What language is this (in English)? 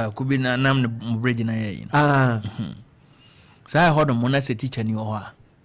Akan